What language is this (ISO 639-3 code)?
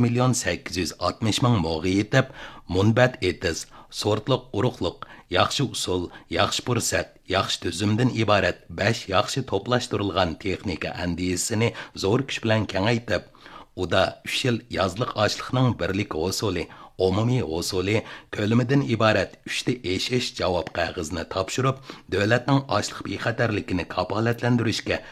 uig